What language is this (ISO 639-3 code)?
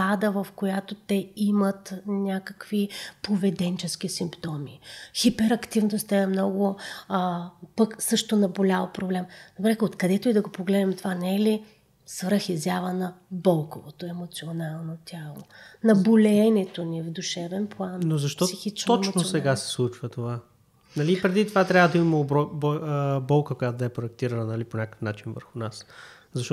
bul